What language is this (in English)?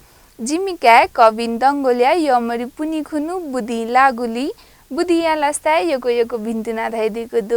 Newari